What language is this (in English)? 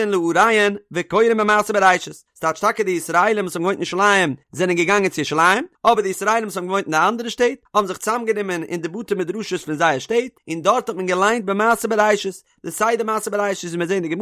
Yiddish